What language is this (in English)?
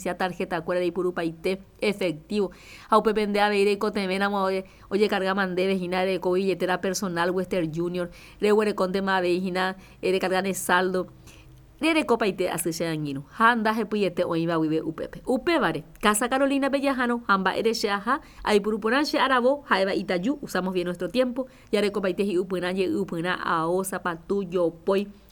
Guarani